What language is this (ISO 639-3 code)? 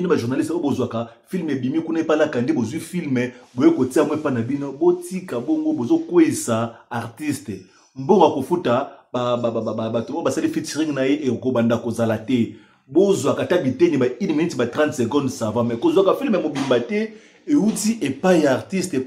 lin